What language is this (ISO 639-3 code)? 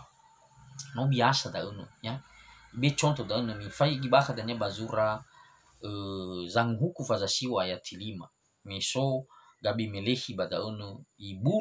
nia